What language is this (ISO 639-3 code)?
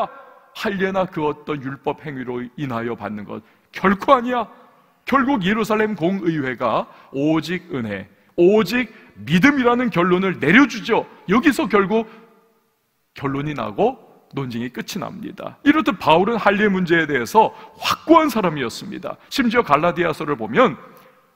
kor